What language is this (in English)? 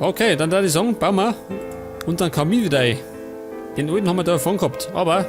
Bavarian